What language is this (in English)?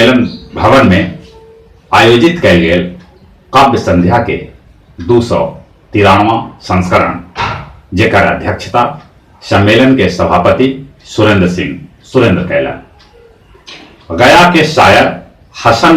Magahi